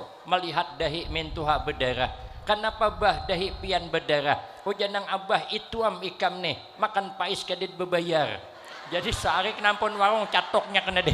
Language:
Banjar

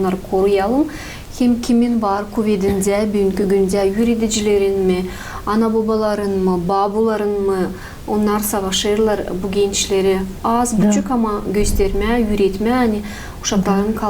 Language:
Gagauz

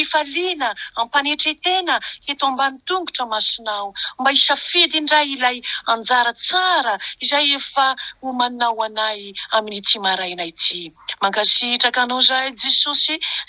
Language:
Malagasy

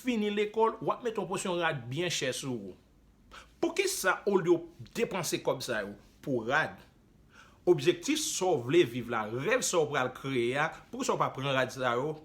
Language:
Haitian Creole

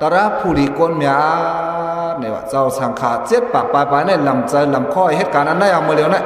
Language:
Shan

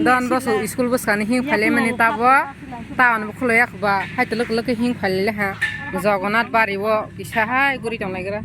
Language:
Kok Borok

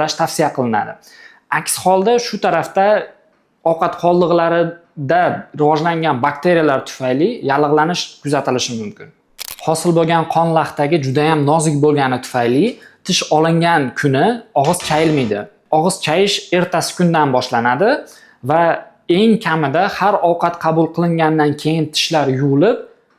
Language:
Uzbek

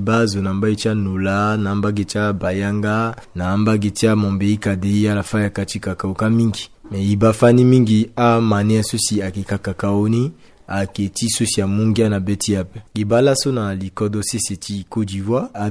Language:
Sango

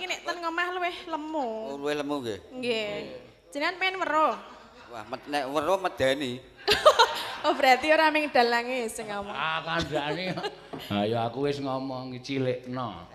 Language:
Javanese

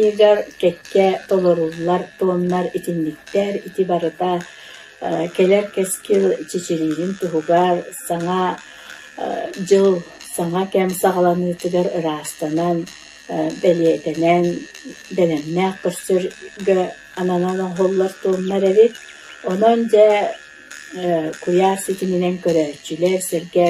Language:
Yakut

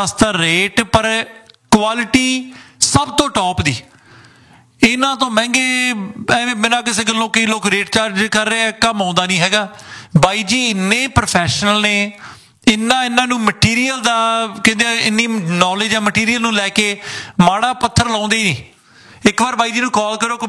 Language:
Punjabi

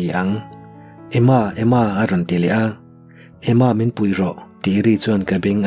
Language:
Mizo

